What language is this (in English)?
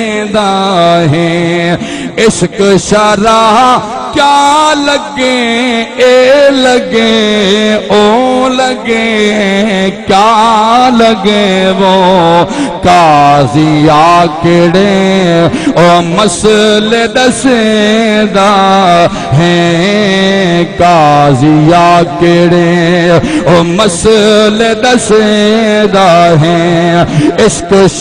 Saraiki